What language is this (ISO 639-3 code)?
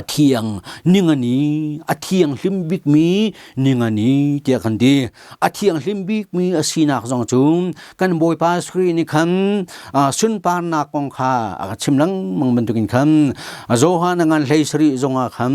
cnh